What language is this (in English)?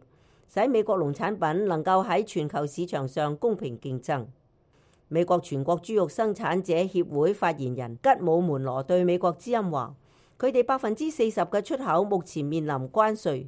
Cantonese